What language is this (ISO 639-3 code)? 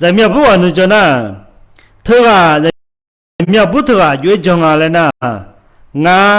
ahk